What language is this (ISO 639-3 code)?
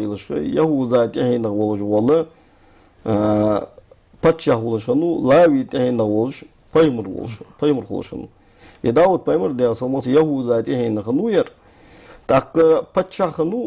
inh